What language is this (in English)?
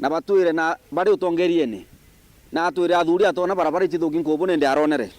Meru